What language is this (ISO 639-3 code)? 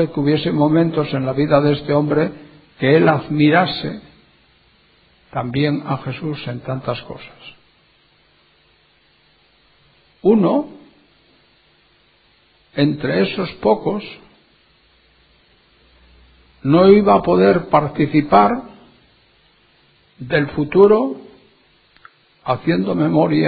spa